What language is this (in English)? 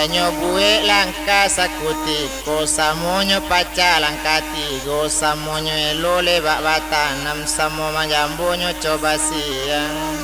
Minangkabau